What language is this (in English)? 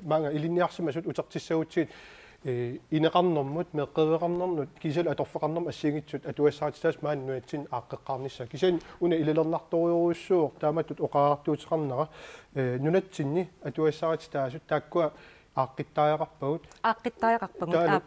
Kalaallisut